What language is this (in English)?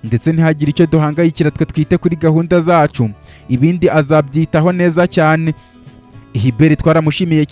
Kinyarwanda